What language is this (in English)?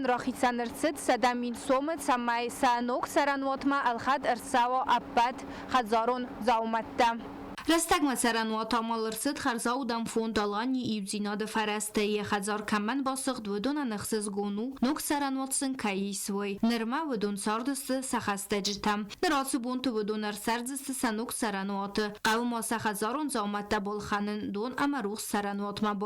Ossetic